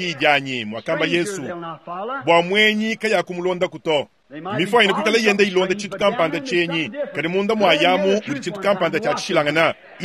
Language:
Luba-Lulua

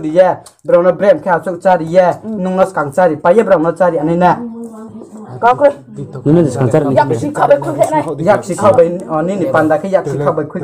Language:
Riang (India)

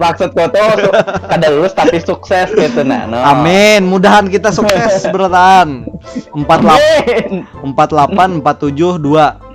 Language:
Banjar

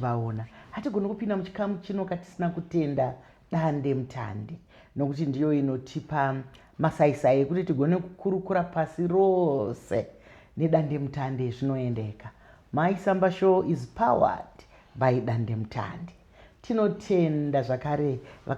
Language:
Shona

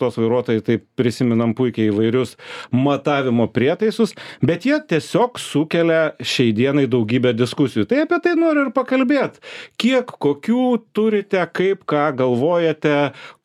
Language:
Lithuanian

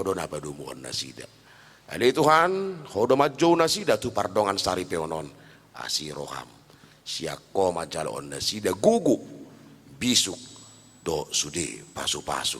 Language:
Batak Toba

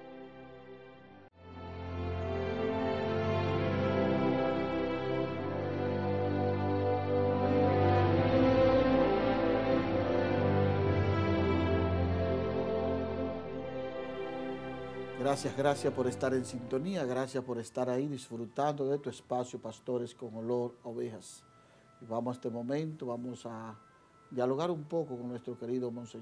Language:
Spanish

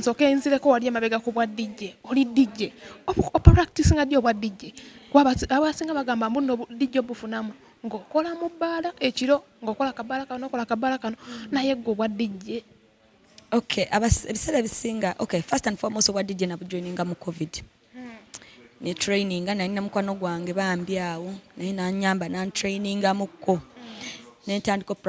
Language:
Ganda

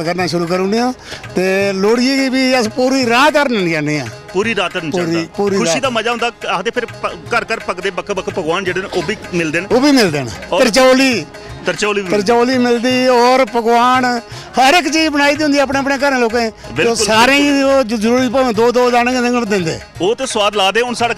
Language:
Dogri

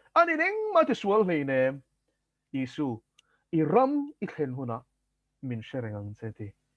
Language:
Mizo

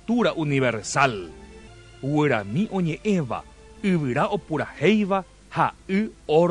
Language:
Guarani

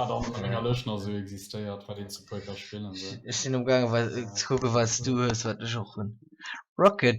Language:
Luxembourgish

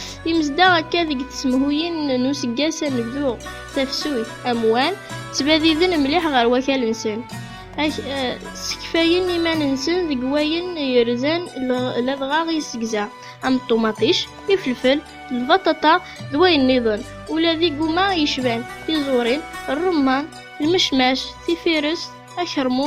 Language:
Kabyle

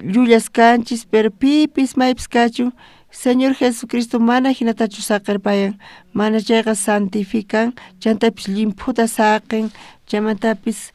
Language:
South Bolivian Quechua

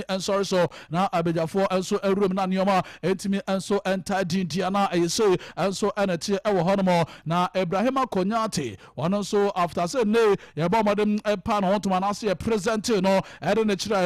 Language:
Akan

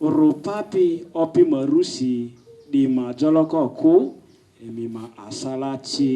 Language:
Lugbara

